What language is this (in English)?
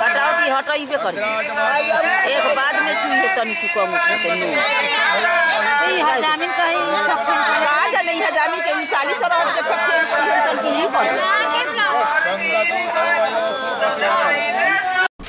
Bhojpuri